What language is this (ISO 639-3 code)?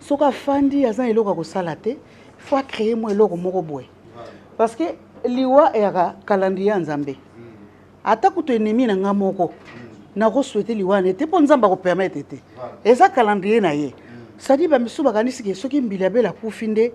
lin